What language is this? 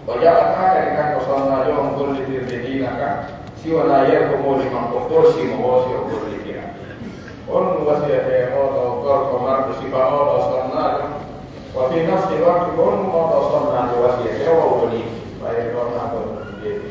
Pular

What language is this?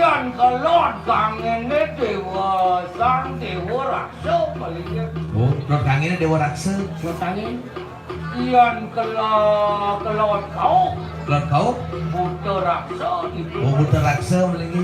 Balinese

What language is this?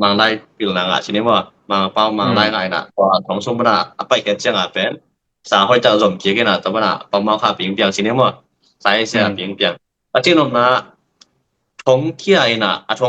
Tedim Chin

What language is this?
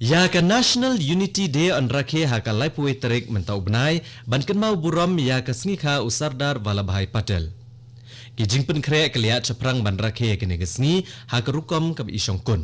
Khasi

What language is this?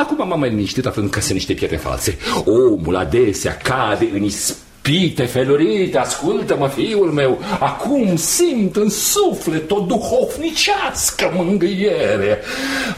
Romanian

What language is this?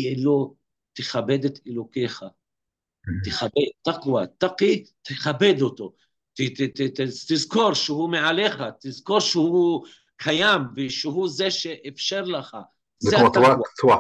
Hebrew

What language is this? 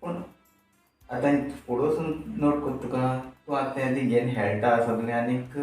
Konkani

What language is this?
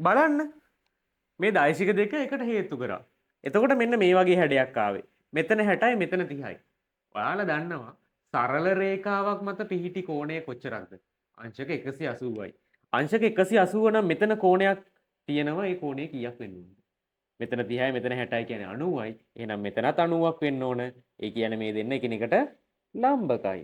Sinhala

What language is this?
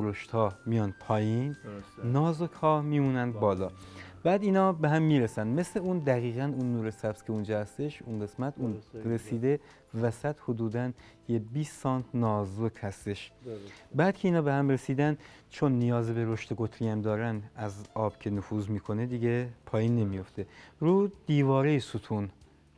Persian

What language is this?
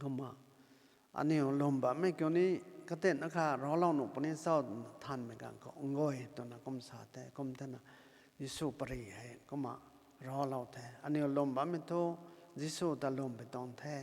Rongmei Naga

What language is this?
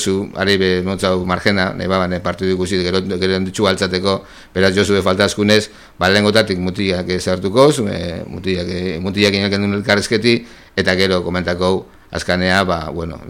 Basque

